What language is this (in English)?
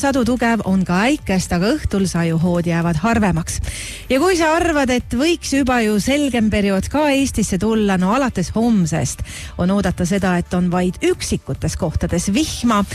Estonian